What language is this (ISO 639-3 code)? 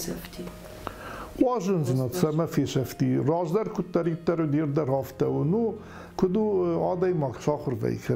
oss